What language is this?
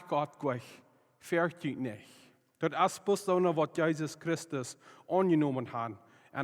Plautdietsch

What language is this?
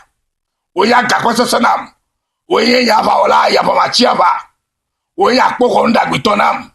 Ewe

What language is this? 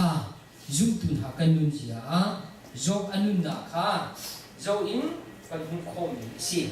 Hakha Chin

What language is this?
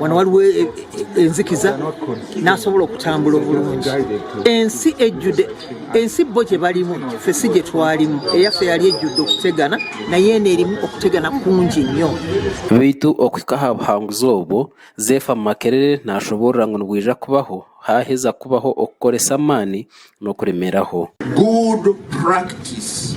Nyankole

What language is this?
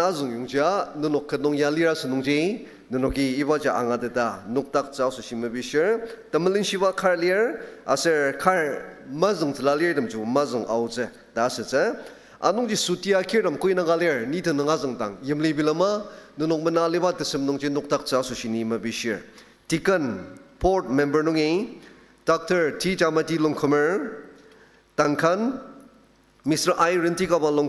Ao Naga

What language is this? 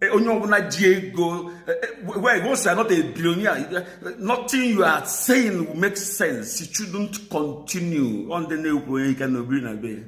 Igbo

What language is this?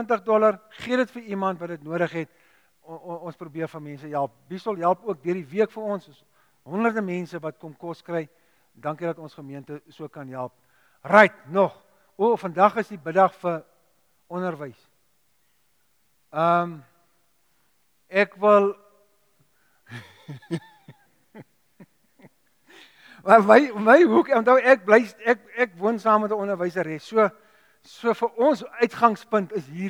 Afrikaans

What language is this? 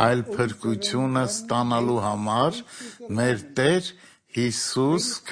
Armenian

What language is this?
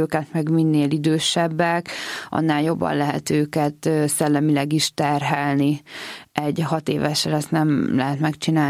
Hungarian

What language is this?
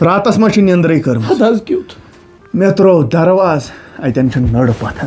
Kashmiri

